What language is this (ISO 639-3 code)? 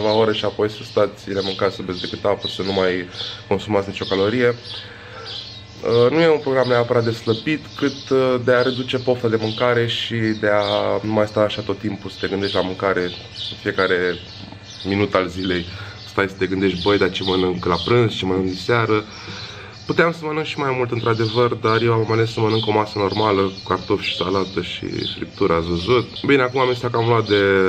ron